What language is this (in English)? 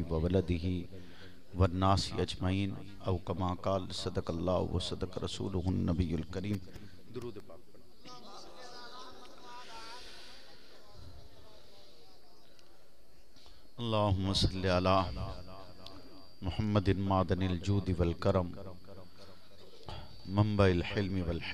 Urdu